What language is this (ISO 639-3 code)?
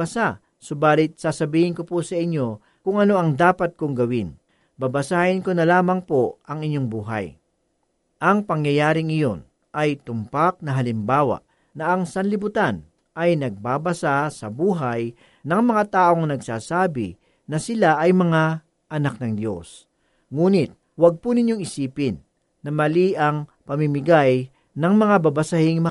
fil